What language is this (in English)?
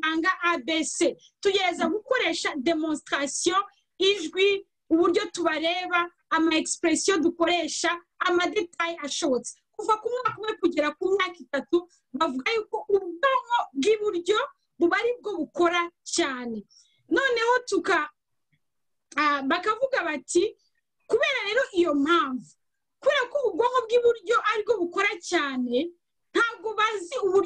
Kinyarwanda